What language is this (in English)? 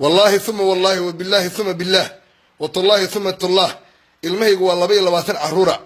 Somali